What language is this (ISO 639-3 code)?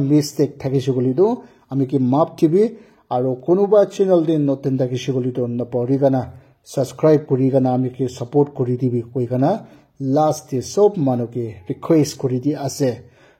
nag